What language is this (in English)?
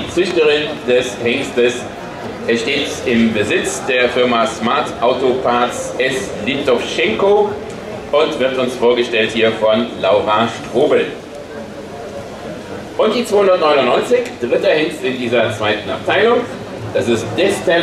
German